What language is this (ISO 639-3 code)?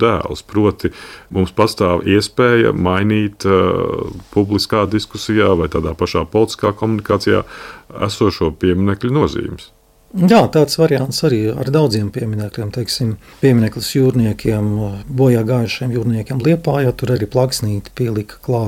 lav